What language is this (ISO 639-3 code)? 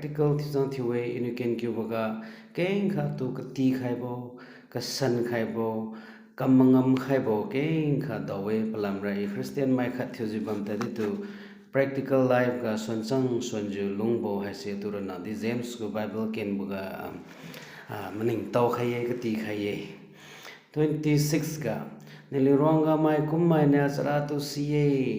njn